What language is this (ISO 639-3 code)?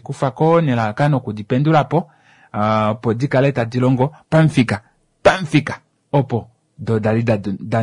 kua